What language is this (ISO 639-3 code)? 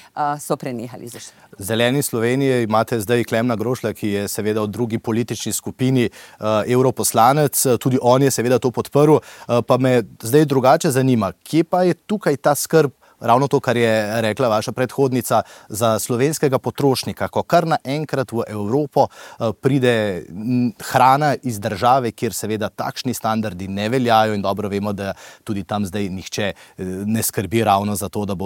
slv